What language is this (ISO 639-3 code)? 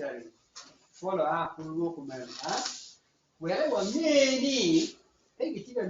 ach